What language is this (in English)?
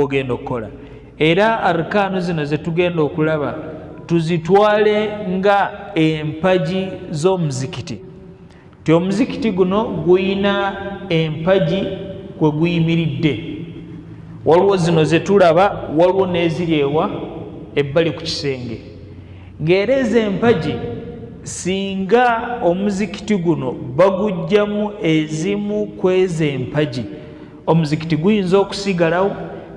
Ganda